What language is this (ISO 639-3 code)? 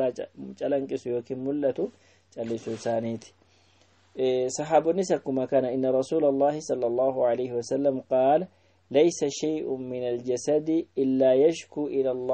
orm